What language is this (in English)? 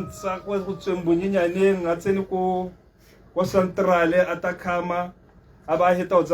Tswana